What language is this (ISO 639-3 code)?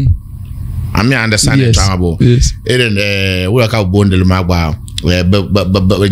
dag